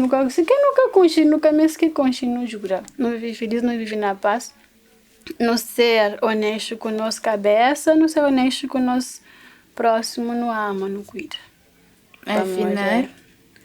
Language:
Kabuverdianu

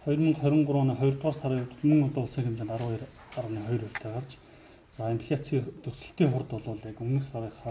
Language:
Mongolian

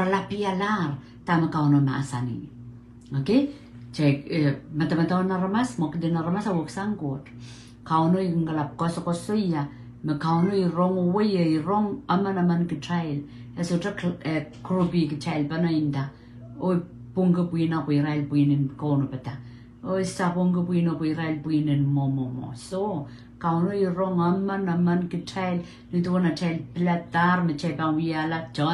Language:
Pohnpeian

